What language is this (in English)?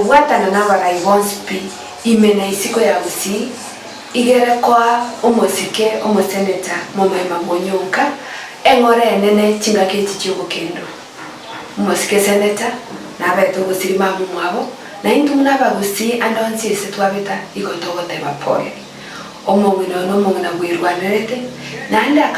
Gusii